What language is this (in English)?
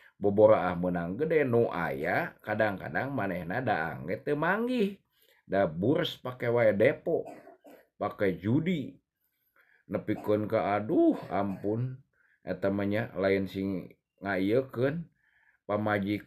Sundanese